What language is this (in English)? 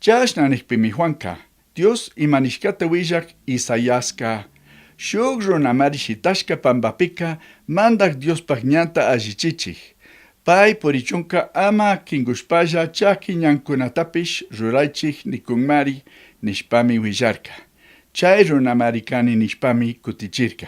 Chimborazo Highland Quichua